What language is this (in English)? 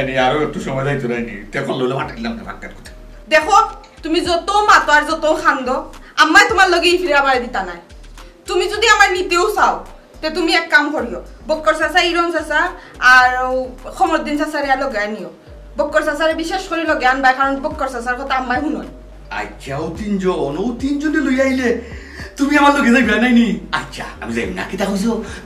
Sylheti